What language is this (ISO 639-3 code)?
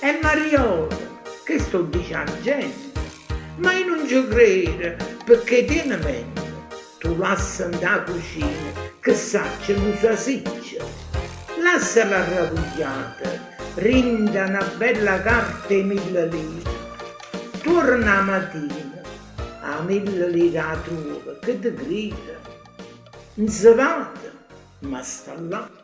nap